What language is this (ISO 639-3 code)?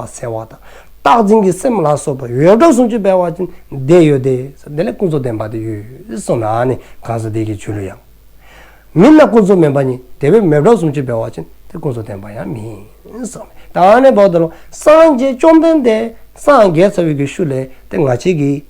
dzo